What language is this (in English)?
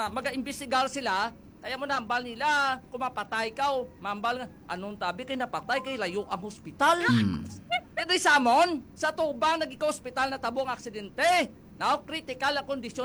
Hiligaynon